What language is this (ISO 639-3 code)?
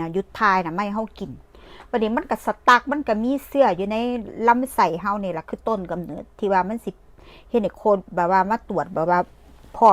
tts